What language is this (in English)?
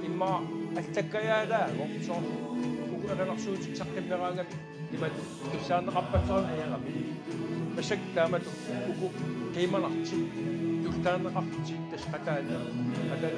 Kalaallisut